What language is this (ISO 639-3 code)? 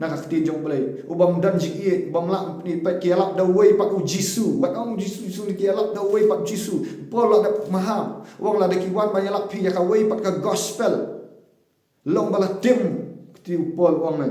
kha